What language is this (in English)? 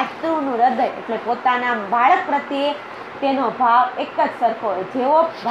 Gujarati